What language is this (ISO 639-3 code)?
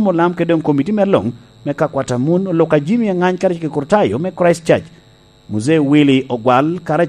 laj